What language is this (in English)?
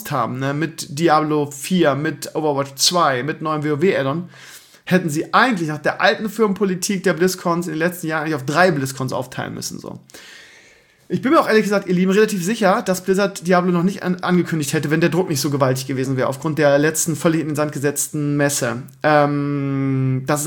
German